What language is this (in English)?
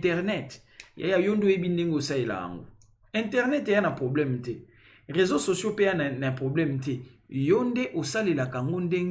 Lingala